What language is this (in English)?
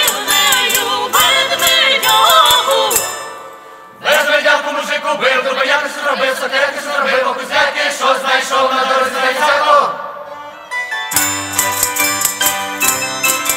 Ukrainian